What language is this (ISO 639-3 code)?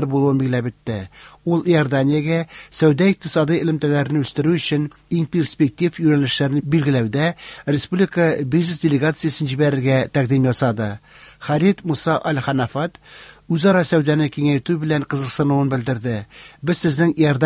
tat